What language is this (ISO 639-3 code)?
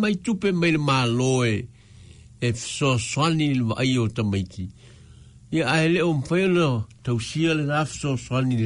smo